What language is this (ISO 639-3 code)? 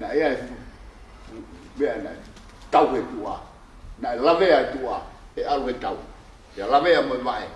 ton